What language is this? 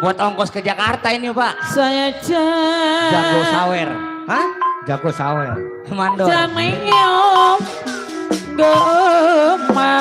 Betawi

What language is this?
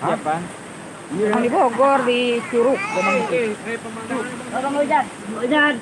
Betawi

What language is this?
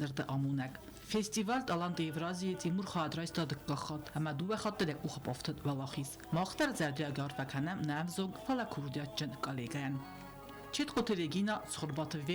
Ossetic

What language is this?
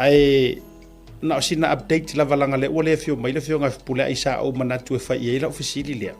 Samoan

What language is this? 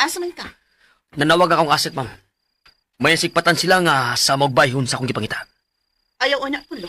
Cebuano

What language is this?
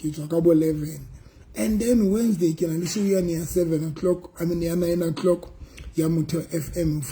Southern Sotho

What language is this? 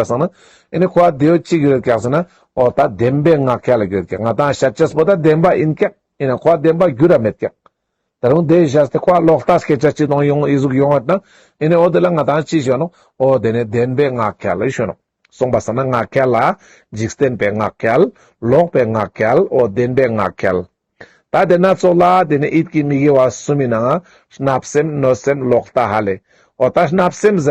Ladakhi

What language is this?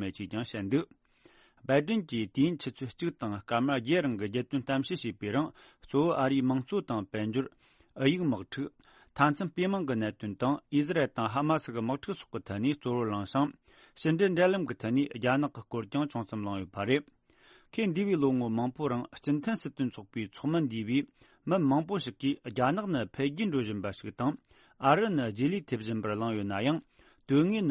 Tibetan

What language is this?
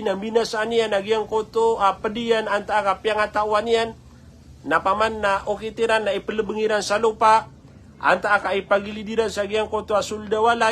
Maranao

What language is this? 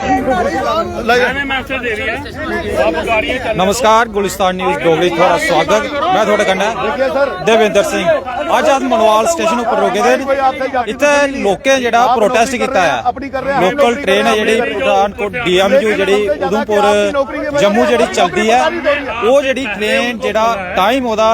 Dogri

